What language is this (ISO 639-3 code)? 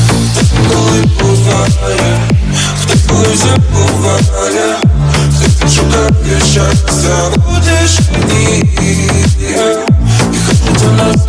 ukr